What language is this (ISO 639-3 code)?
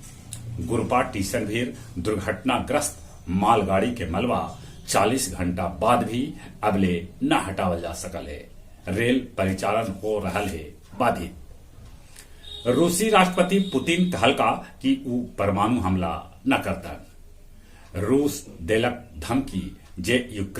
mag